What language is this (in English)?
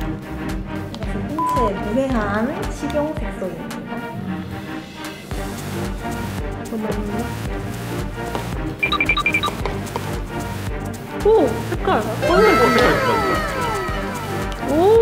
Korean